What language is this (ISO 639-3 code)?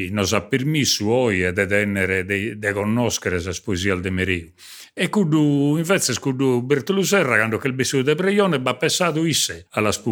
srd